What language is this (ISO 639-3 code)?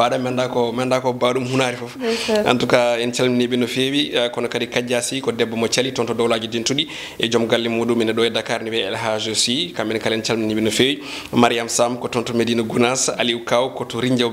ful